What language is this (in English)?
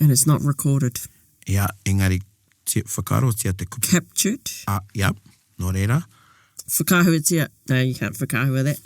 Māori